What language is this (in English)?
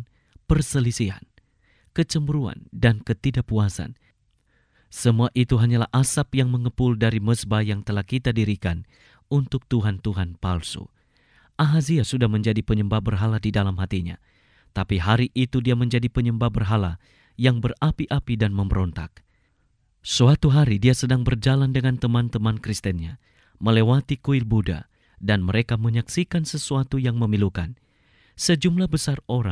Indonesian